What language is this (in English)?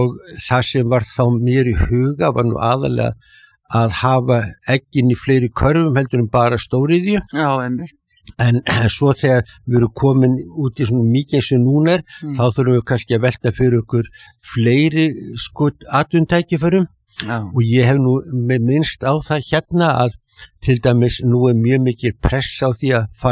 Icelandic